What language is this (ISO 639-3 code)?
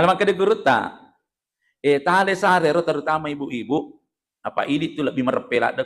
bug